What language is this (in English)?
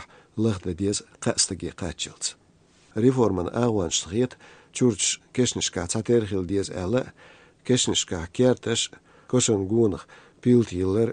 Chechen